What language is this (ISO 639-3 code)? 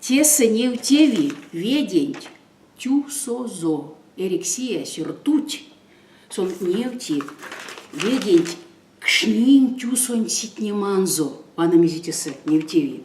myv